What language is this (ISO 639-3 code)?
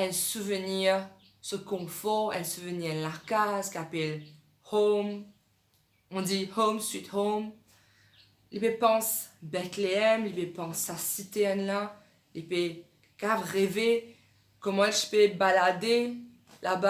mfe